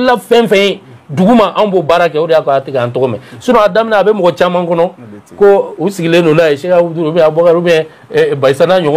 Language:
Bambara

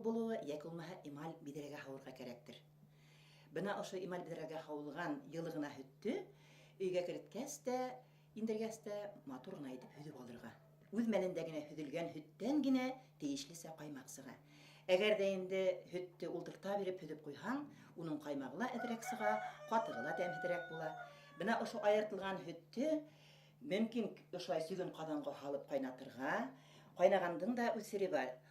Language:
Bashkir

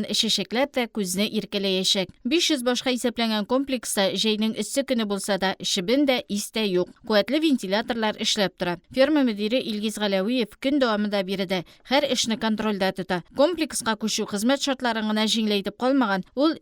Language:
Tatar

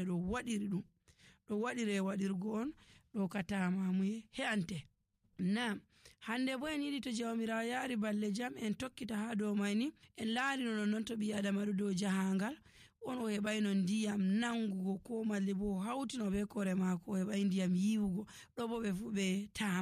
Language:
Nigerian Fulfulde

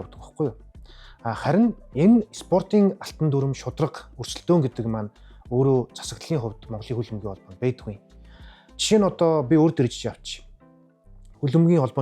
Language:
Mongolian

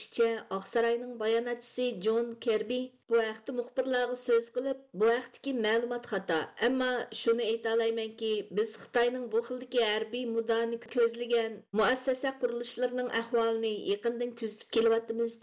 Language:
Uyghur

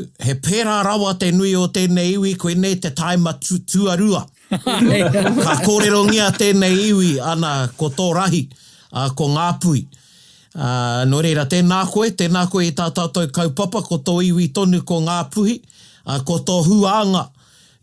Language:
Māori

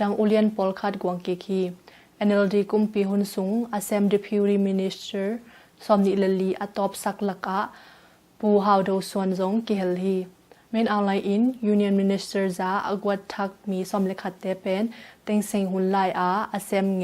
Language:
Tedim Chin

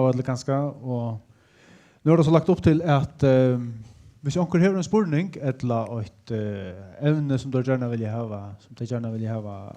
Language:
Faroese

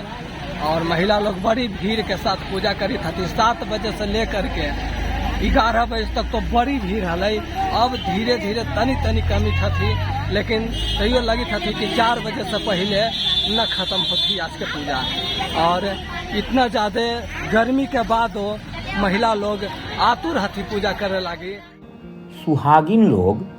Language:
Magahi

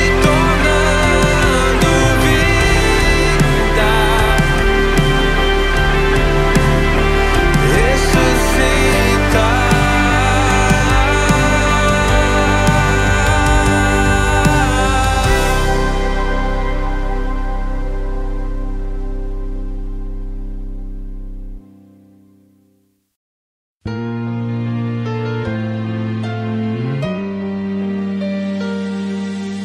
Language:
Portuguese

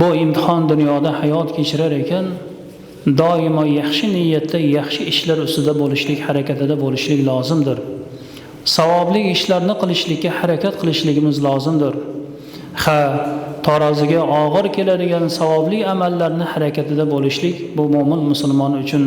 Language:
Uzbek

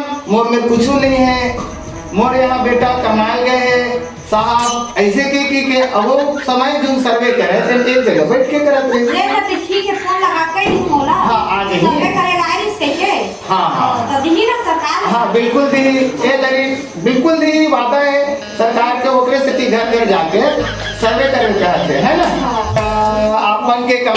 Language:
Chhattisgarhi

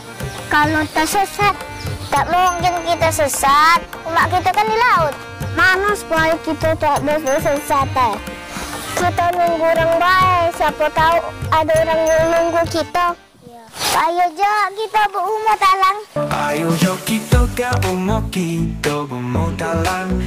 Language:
Musi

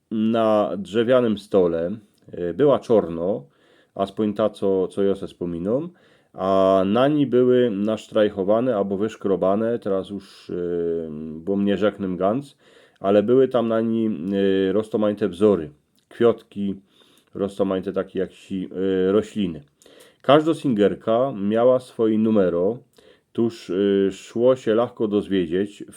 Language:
Silesian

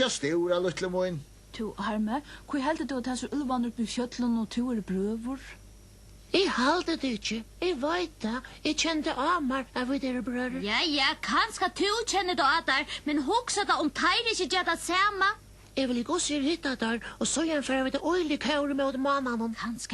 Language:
Faroese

